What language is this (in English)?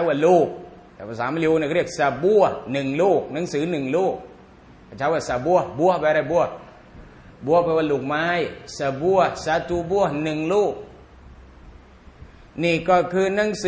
Thai